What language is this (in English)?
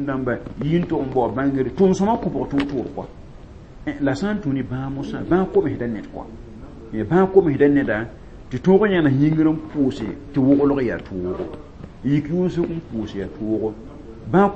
Mossi